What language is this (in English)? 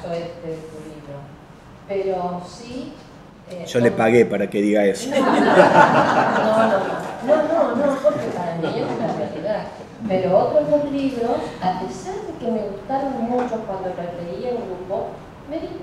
Spanish